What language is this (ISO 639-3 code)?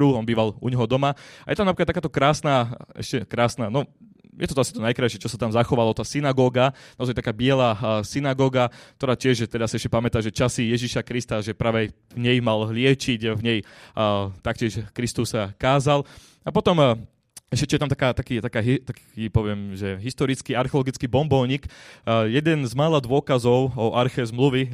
slk